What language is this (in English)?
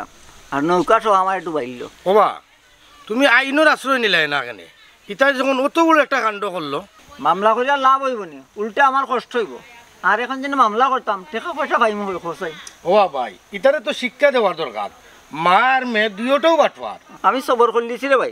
Sylheti